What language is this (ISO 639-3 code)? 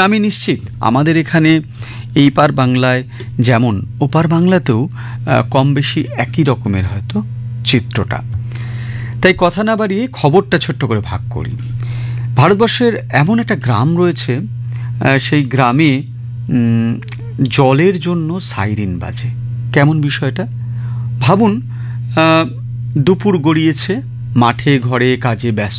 ben